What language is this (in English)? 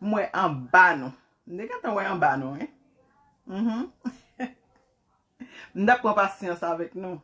Haitian Creole